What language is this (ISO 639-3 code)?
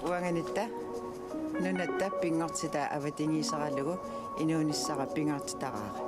kal